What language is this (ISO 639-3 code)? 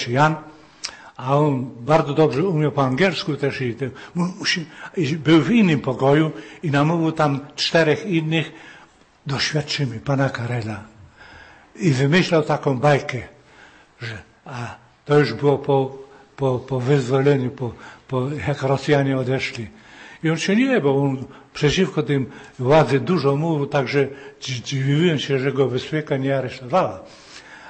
pol